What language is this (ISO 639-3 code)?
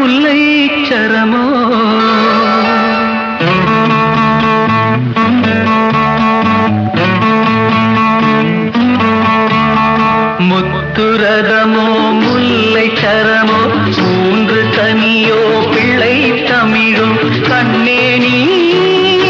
tam